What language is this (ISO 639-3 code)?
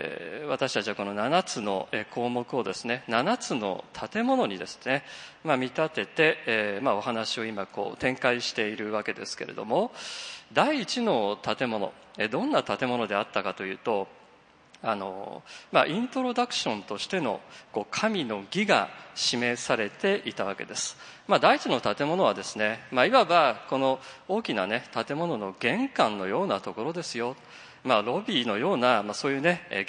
jpn